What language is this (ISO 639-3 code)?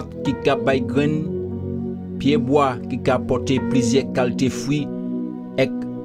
gcf